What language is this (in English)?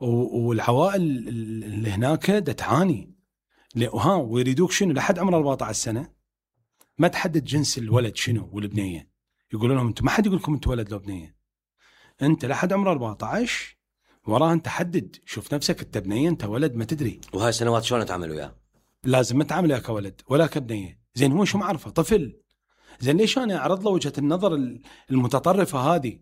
Mesopotamian Arabic